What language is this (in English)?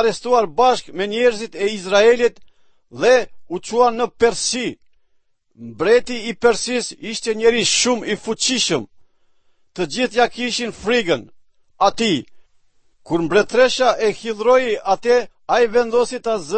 Albanian